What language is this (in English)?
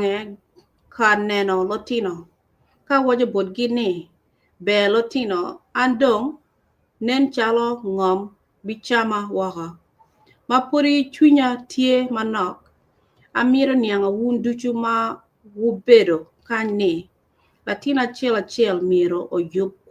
Acoli